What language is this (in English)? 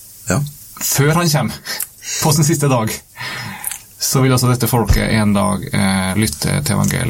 Norwegian